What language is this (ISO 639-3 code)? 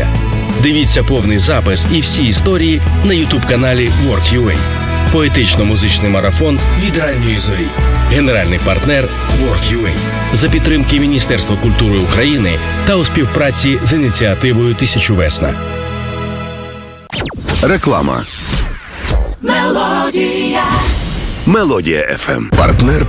ukr